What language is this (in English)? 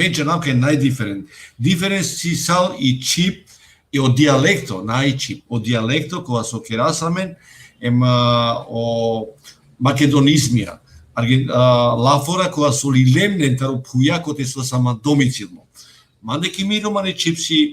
Romany